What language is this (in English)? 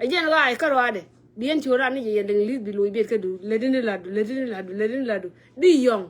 Nuer